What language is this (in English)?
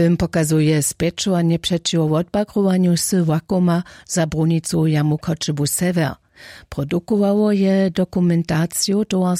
Upper Sorbian